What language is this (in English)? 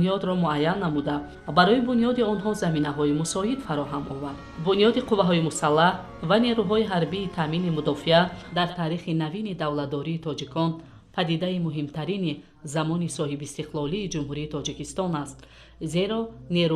Tajik